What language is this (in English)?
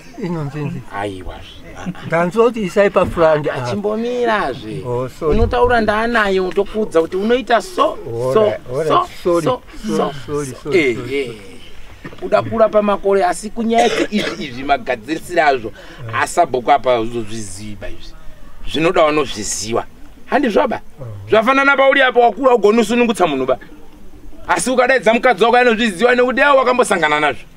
Shona